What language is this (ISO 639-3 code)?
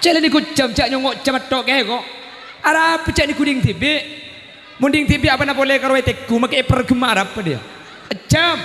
mad